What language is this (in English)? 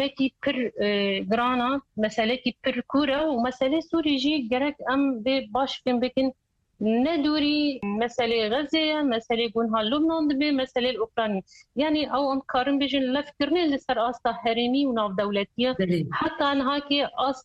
Kurdish